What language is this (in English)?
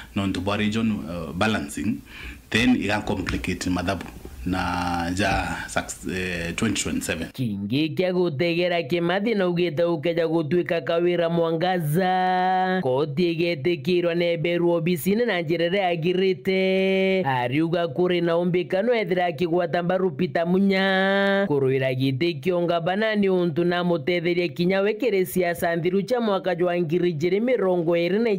Meru